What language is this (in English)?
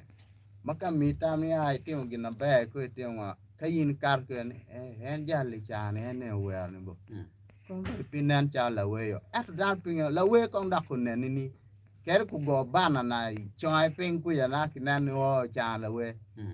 Acoli